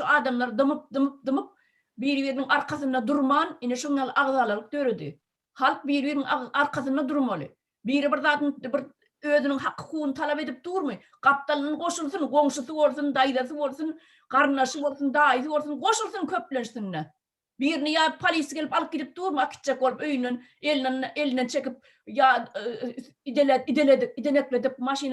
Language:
Turkmen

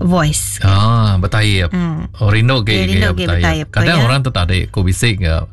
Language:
Iban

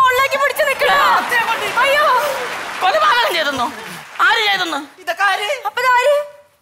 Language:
Malayalam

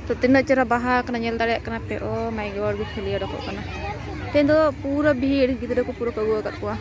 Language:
Santali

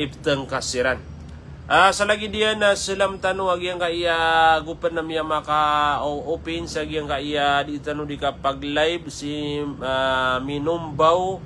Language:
Maranao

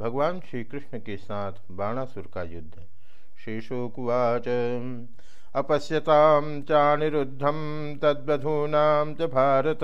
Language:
Sanskrit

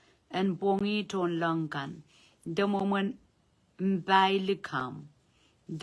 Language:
Pohnpeian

